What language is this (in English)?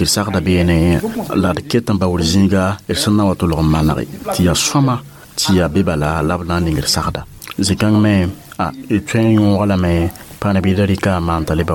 Mossi